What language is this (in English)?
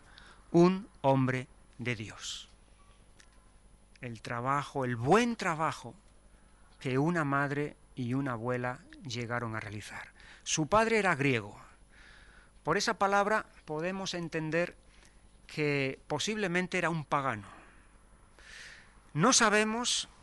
Spanish